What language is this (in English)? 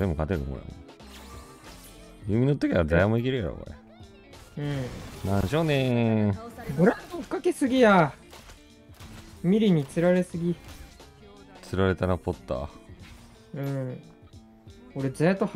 Japanese